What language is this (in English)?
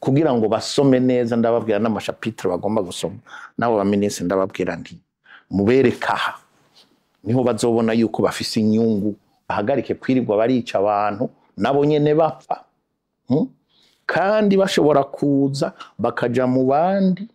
Rundi